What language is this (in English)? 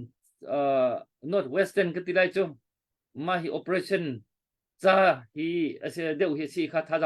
Hakha Chin